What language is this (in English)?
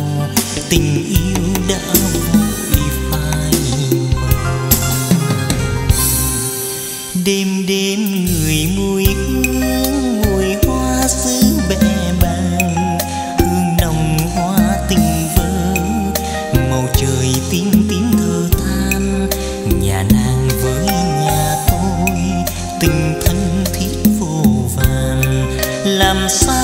Vietnamese